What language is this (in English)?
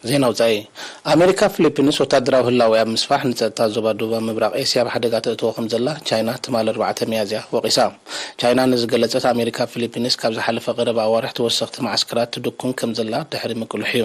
Tigrinya